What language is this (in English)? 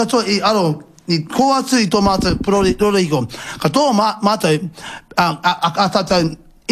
Māori